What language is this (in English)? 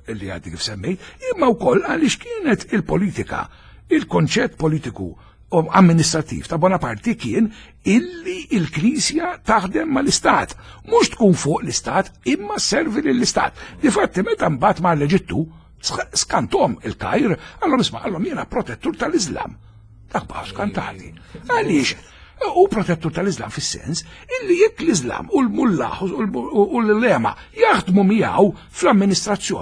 Maltese